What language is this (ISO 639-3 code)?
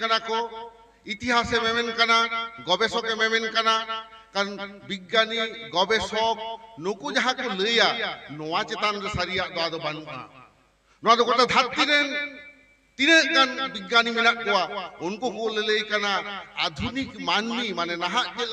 sat